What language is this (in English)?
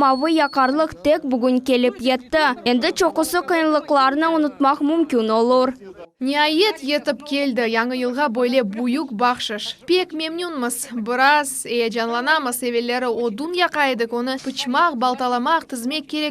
Crimean Tatar